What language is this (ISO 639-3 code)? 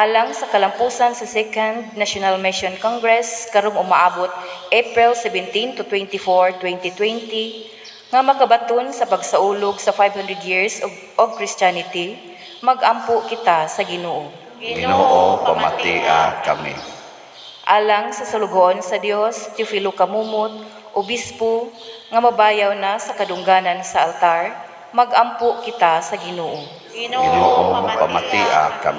ceb